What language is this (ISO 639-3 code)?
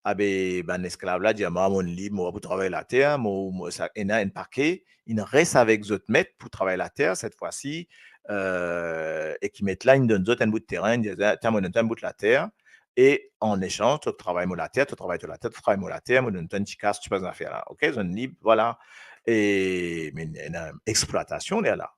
mfe